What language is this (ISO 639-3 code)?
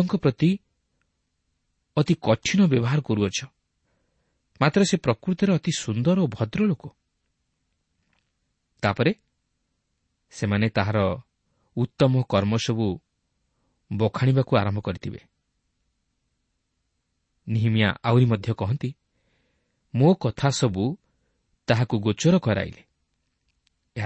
ori